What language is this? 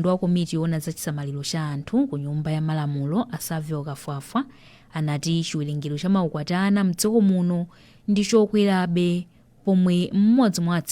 Nyanja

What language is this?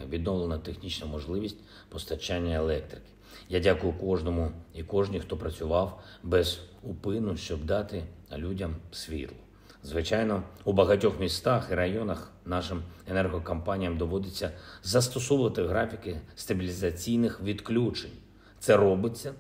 Ukrainian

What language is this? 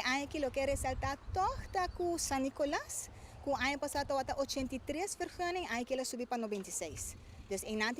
Papiamento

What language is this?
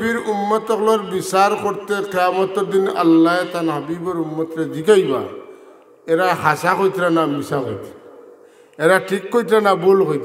Sylheti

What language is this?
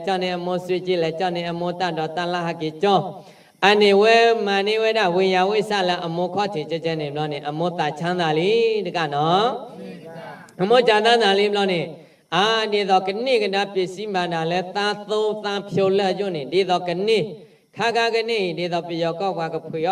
S'gaw Karen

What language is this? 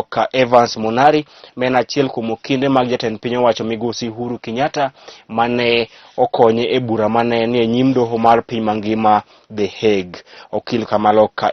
Luo (Kenya and Tanzania)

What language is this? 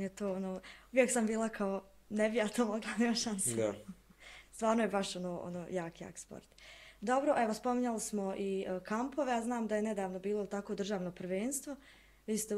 Bosnian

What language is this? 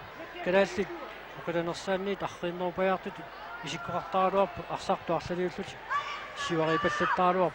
Kalaallisut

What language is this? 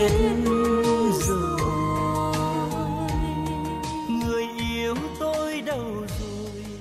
Vietnamese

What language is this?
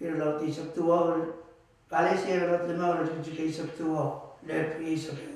Pohnpeian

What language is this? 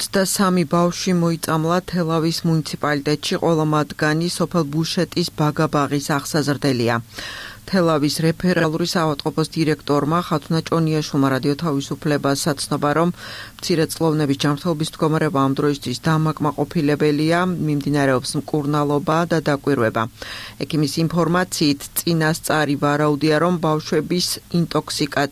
Georgian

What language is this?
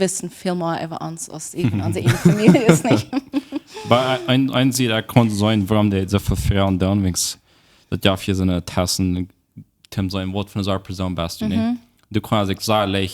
Plautdietsch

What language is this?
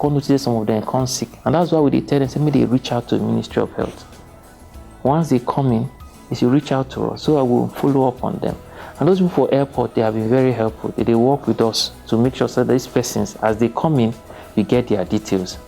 Nigerian Pidgin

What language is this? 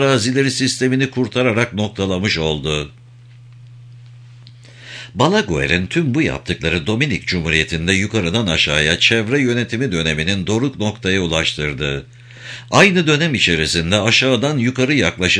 Turkish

